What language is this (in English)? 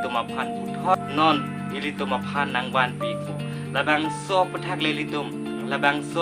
Karbi